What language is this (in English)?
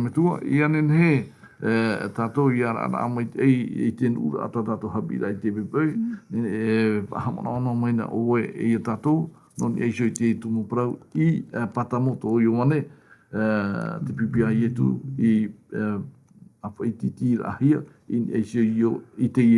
Tahitian